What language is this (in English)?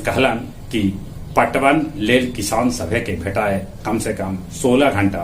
Magahi